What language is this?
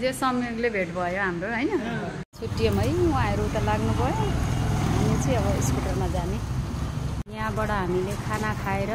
Nepali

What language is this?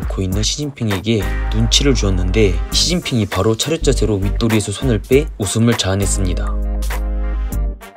Korean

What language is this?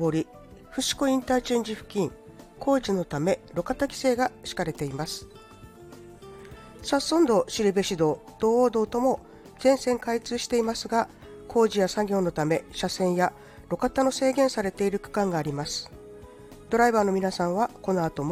Japanese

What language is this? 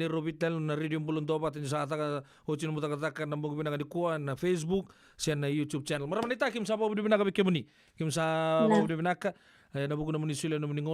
Fijian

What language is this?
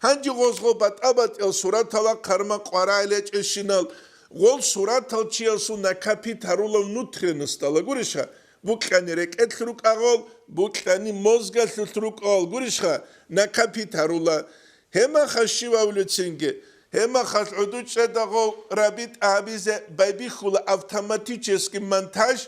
Avaric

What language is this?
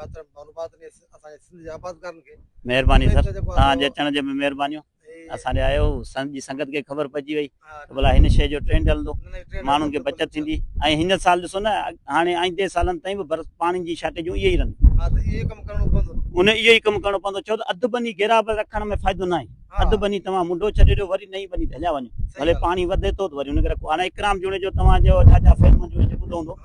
Sindhi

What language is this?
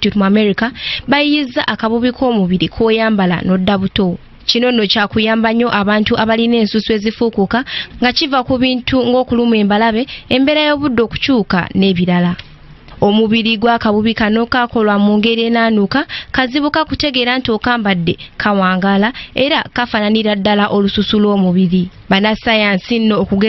Ganda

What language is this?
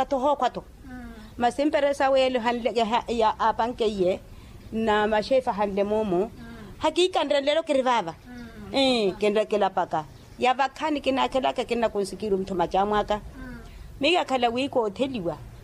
Makhuwa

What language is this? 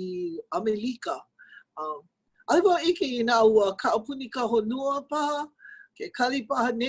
Hawaiian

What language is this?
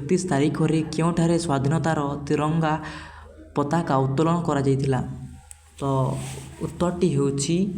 Odia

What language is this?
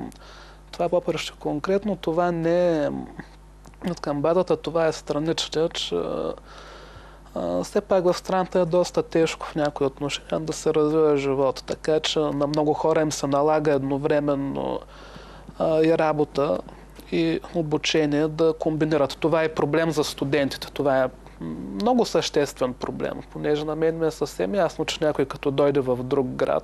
Bulgarian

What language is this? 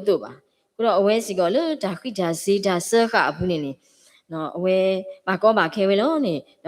S'gaw Karen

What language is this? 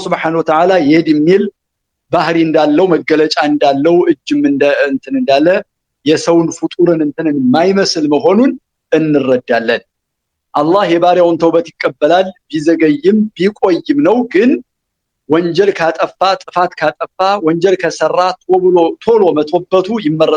Amharic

